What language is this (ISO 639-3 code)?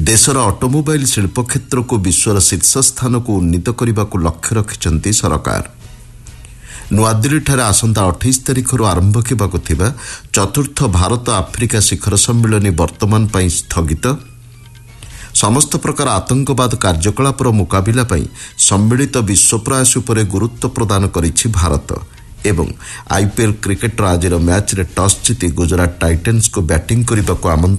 ori